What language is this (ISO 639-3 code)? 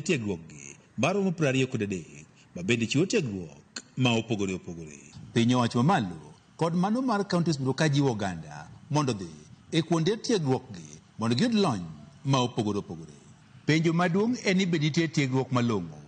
luo